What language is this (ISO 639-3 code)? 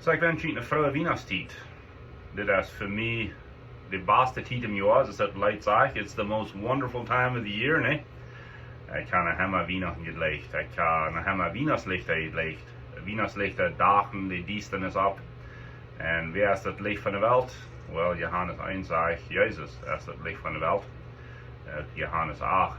pdt